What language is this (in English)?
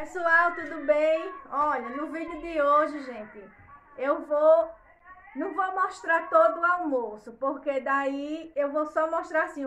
Portuguese